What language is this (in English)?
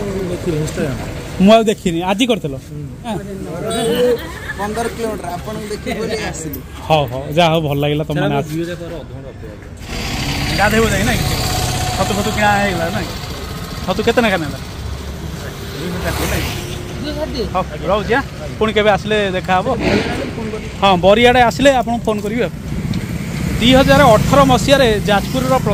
Odia